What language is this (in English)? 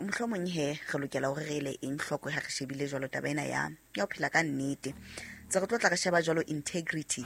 Southern Sotho